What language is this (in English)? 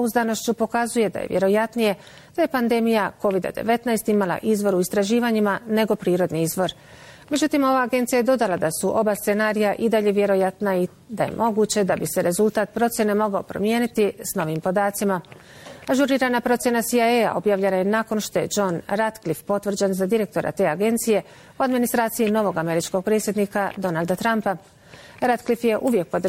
Bosnian